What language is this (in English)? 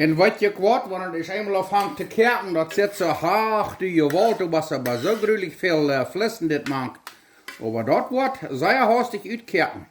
Plautdietsch